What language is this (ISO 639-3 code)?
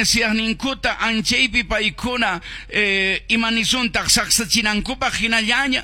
que